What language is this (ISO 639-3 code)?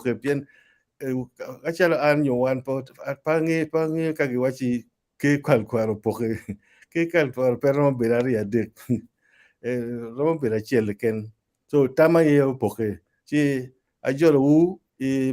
ach